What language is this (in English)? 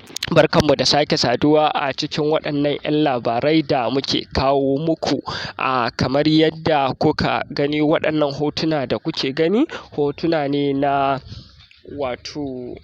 Hausa